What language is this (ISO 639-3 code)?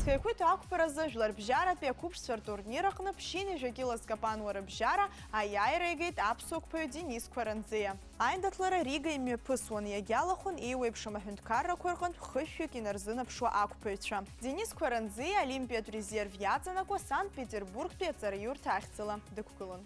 abk